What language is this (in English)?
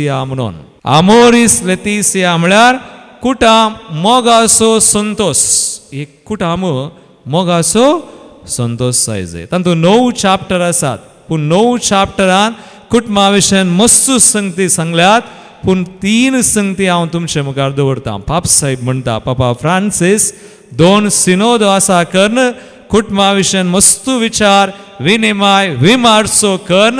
Konkani